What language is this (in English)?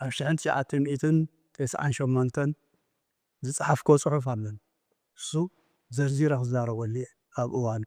Tigrinya